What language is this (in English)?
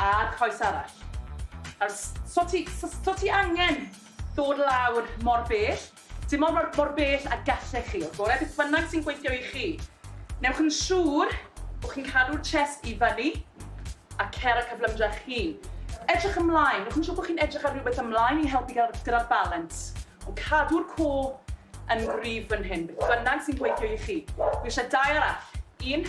Welsh